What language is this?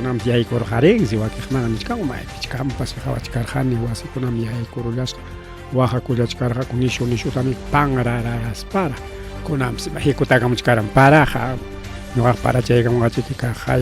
Ayacucho Quechua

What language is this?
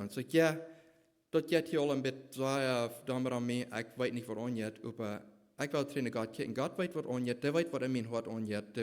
Plautdietsch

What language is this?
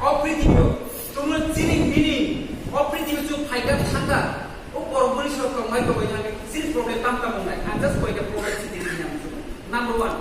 Kok Borok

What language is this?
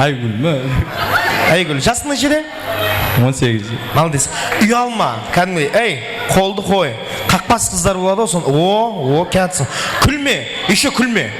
Kara-Kalpak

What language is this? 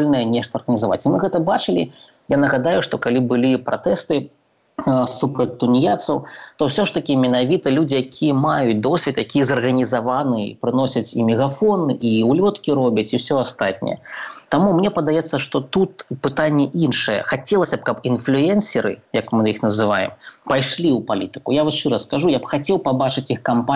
Belarusian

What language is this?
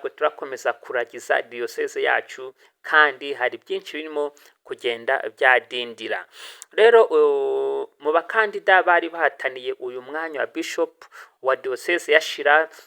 Kinyarwanda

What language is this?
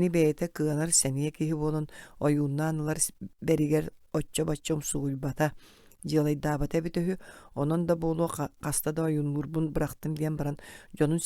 Yakut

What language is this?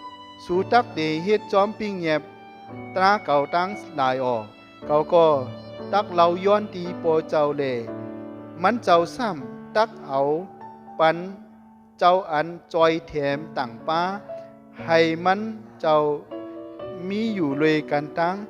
Shan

